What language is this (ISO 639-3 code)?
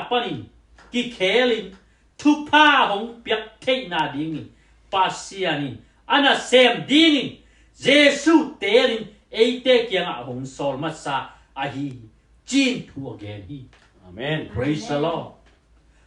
ctd